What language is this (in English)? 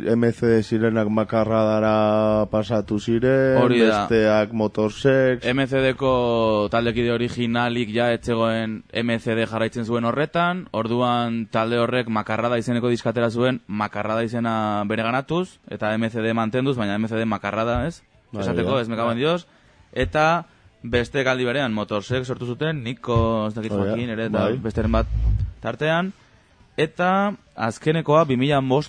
Basque